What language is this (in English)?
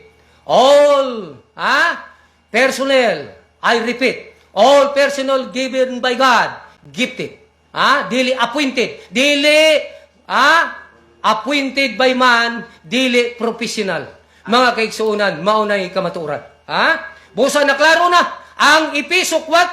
Cebuano